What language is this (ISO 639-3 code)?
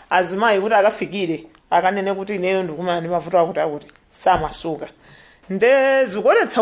nya